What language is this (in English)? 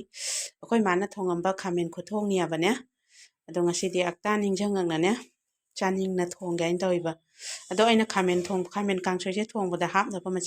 Manipuri